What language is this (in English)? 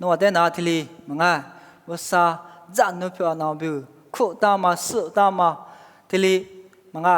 Lisu